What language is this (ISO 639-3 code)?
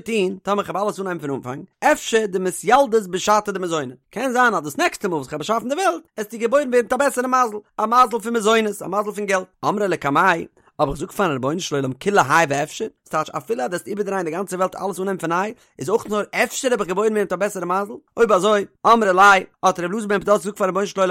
yid